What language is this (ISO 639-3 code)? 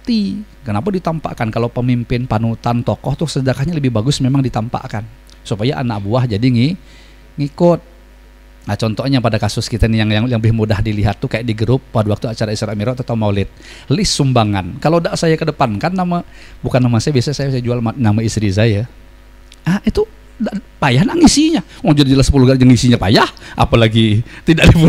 bjn